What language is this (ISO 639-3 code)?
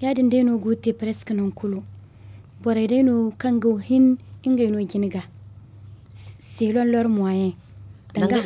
dje